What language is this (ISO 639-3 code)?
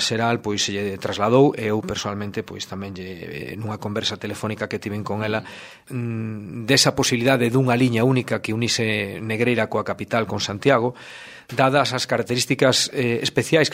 glg